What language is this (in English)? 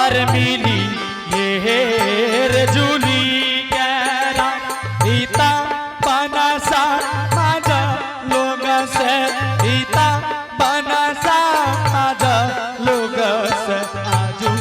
Angika